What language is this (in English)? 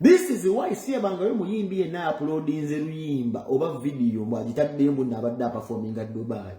Ganda